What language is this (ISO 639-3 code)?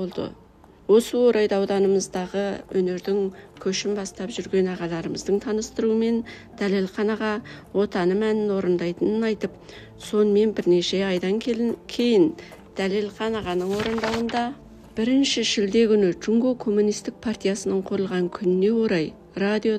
kaz